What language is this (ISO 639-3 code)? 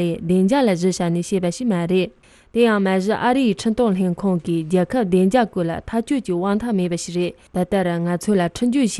bod